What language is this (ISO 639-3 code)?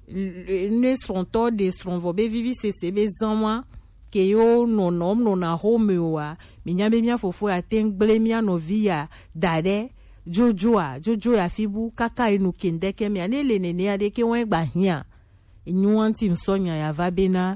gej